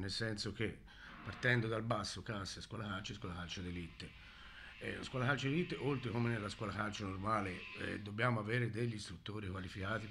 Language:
Italian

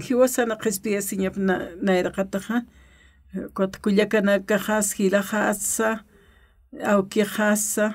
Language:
Aymara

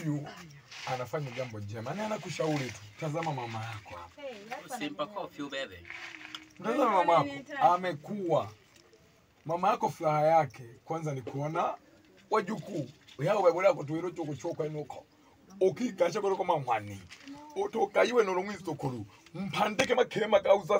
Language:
Swahili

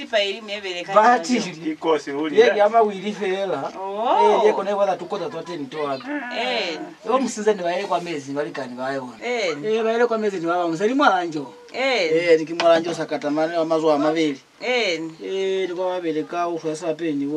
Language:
Lozi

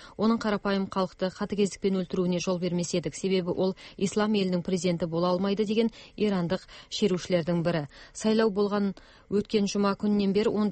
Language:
Kazakh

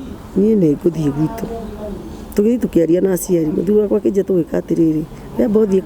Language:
Kikuyu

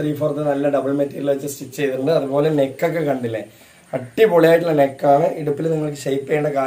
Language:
Malayalam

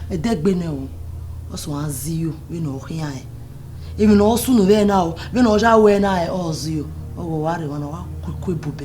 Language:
Bini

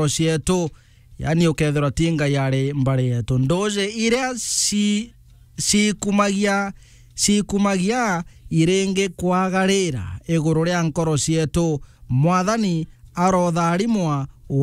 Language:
Meru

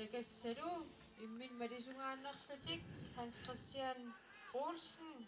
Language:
Kalaallisut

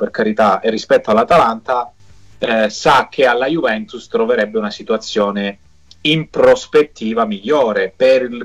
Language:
Italian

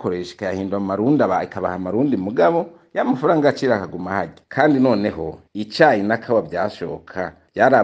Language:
Rundi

